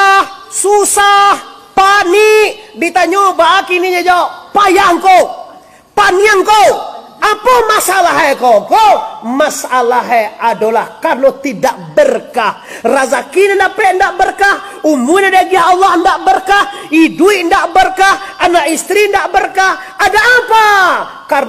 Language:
Minangkabau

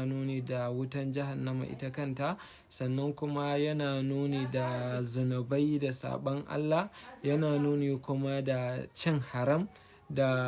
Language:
Hausa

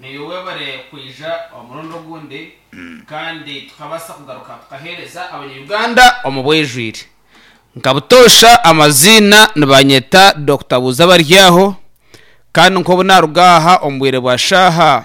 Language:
Nyankole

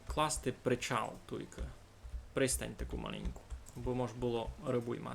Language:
Rusyn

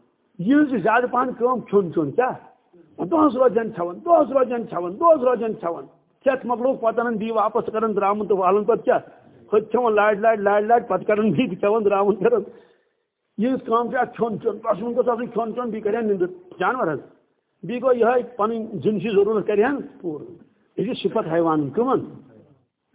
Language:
Kashmiri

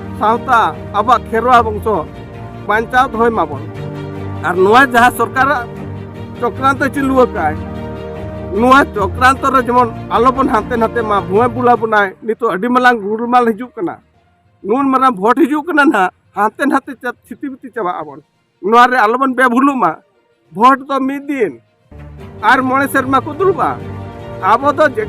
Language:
Santali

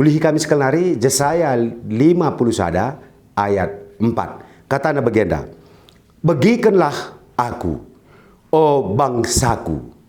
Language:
Batak Karo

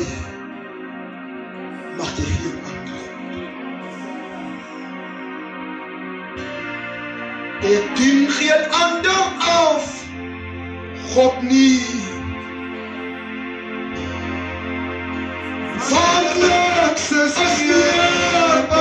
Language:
Afrikaans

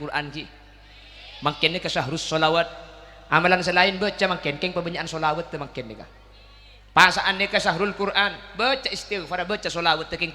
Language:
Madurese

